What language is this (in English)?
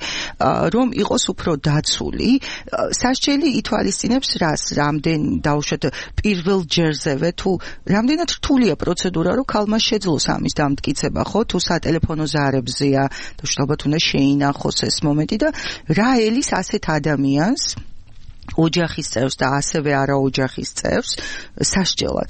Georgian